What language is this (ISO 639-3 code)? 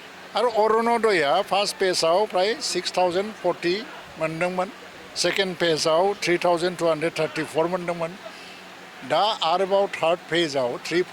brx